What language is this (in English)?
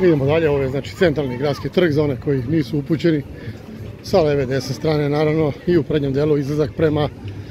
Serbian